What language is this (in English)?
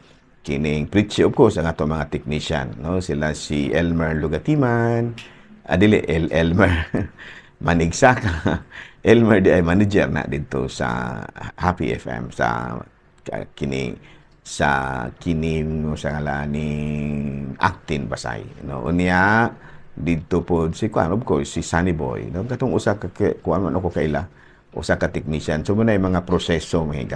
Cebuano